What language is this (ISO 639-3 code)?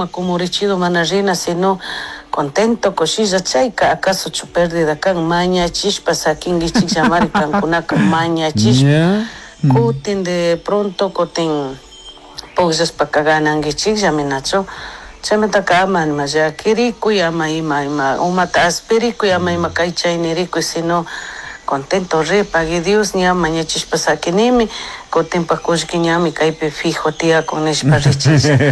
qug